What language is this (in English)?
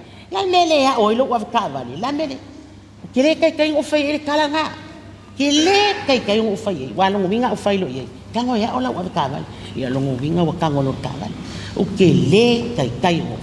Samoan